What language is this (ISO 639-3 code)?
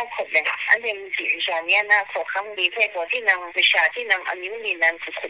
kac